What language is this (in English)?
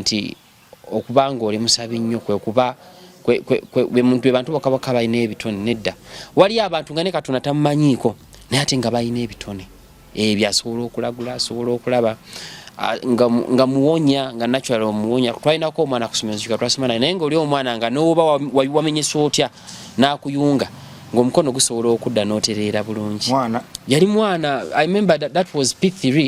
Ganda